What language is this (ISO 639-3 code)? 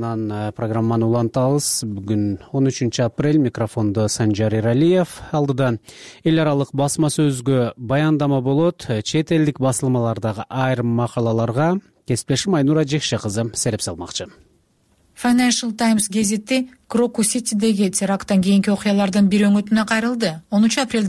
kir